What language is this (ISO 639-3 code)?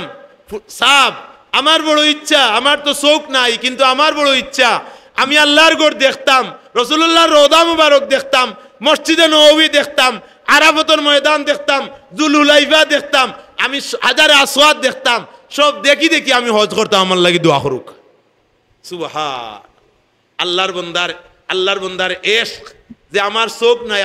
syl